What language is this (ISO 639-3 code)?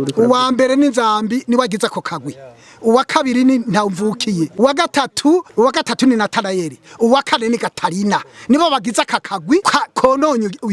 run